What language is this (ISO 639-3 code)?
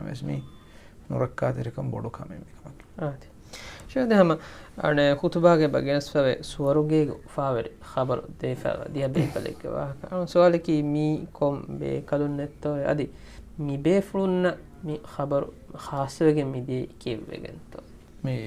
div